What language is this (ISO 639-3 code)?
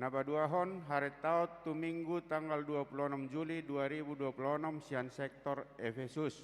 bbc